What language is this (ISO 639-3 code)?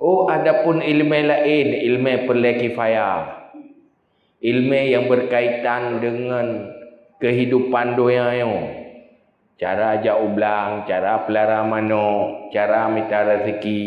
ace